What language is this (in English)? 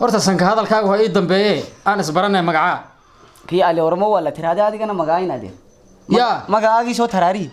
Somali